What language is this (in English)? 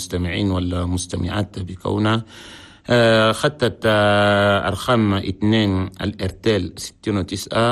Chadian Arabic